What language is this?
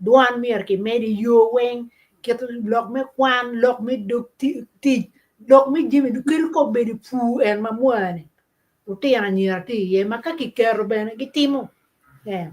Acoli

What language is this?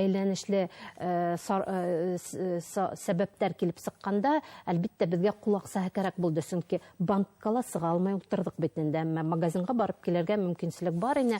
Bashkir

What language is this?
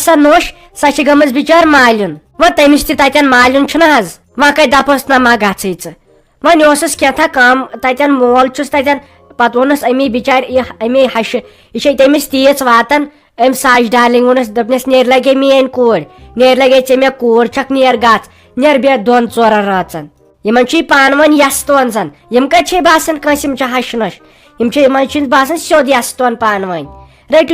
Kashmiri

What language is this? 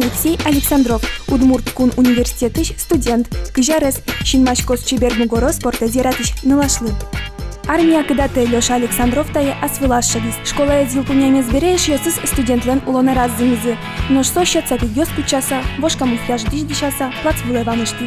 Udmurt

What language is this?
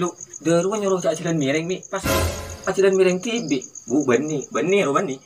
Madurese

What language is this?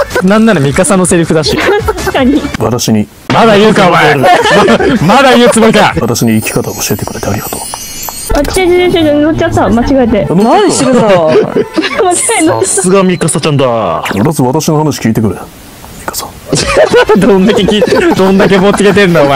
Japanese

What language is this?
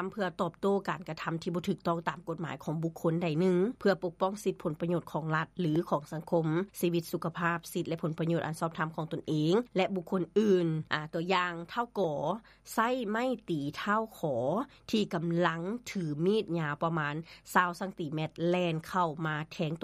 Lao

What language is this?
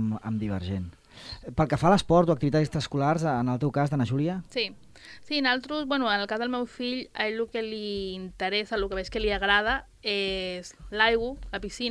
Catalan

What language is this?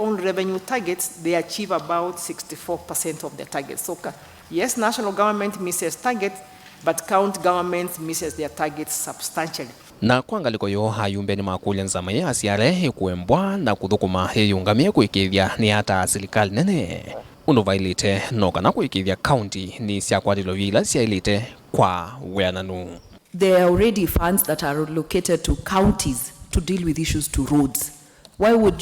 Kamba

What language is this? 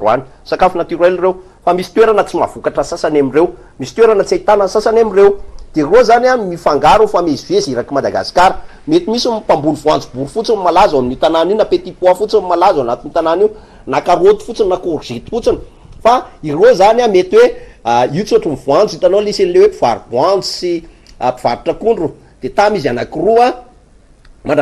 Malagasy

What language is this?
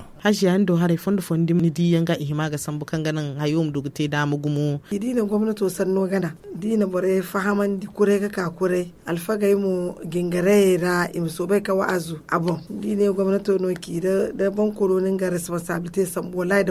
Zarma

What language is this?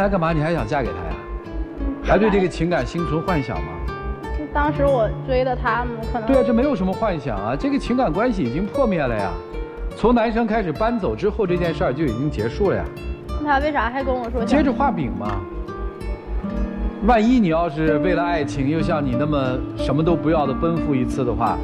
Chinese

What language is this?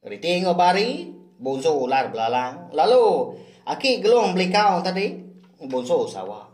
Iban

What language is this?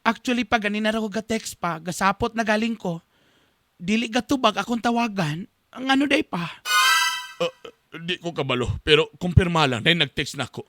Cebuano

